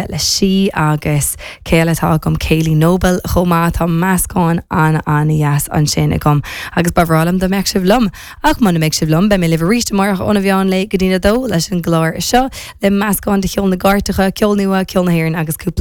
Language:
Irish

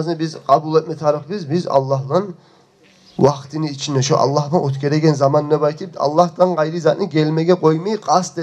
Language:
Kumyk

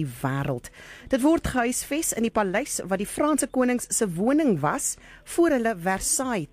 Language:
Afrikaans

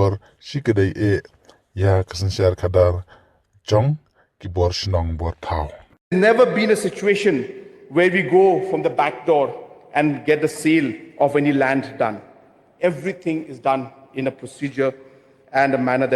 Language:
Khasi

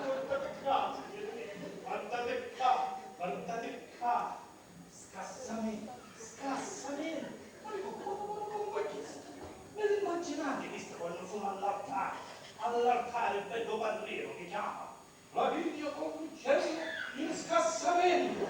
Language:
Sicilian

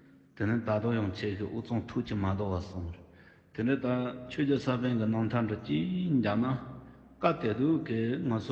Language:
Tibetan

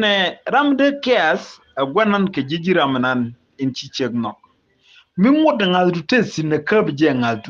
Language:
Nuer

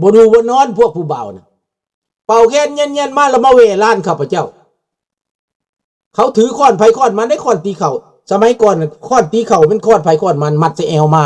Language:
Lao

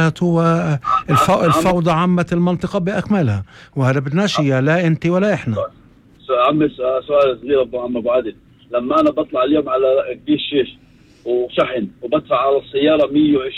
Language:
North Levantine Arabic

